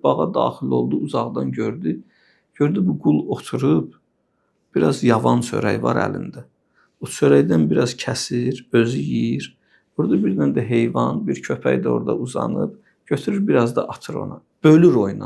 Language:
Azerbaijani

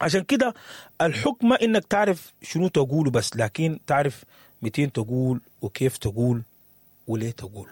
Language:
Sudanese Arabic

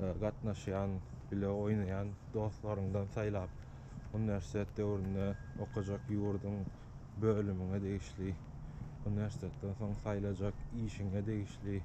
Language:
Turkmen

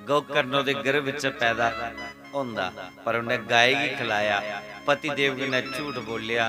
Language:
Dogri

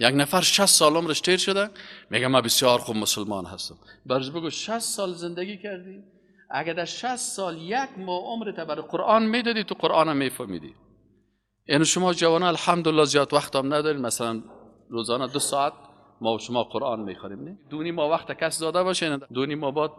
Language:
Persian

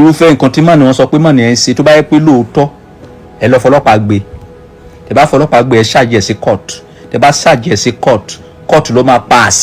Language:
Yoruba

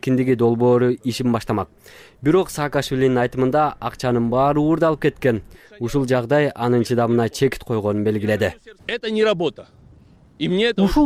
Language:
Kyrgyz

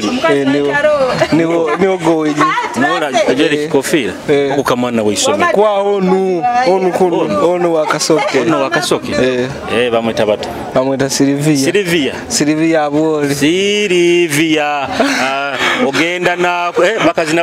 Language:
Nyoro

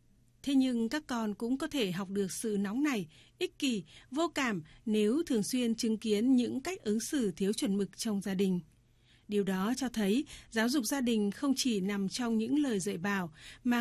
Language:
Vietnamese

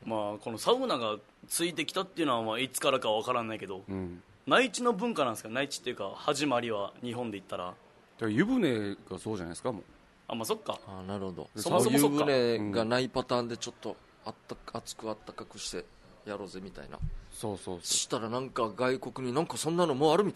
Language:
Japanese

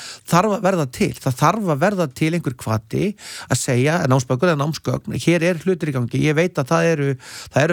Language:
Icelandic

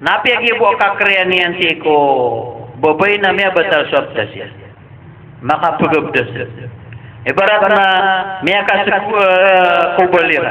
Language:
Maranao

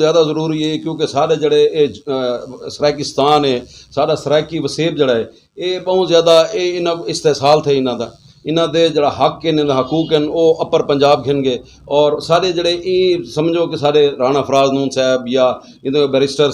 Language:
Saraiki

